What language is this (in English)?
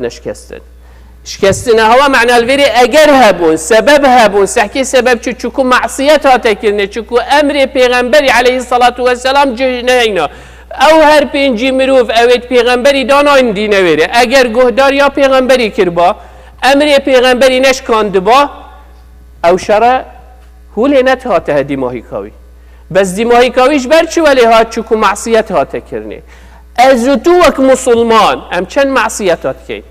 Kurdish